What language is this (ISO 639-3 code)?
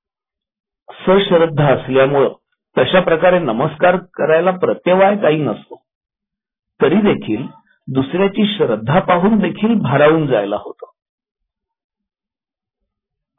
mar